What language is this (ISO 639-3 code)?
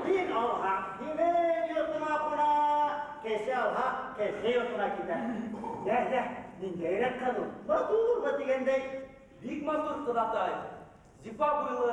bak